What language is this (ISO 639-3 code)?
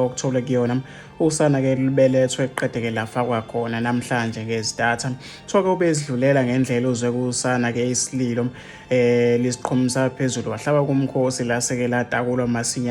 zul